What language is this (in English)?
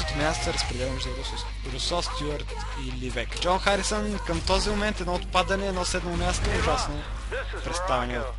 Bulgarian